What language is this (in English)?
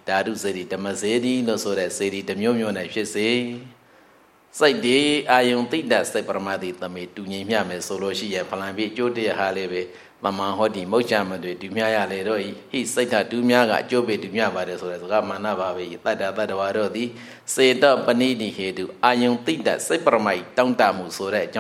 Burmese